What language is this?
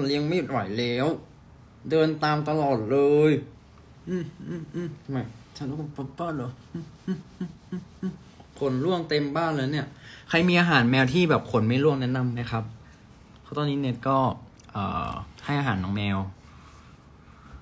Thai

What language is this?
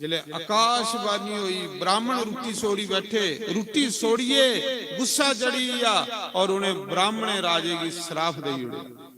Dogri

